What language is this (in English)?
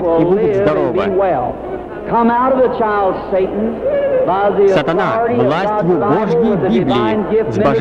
Russian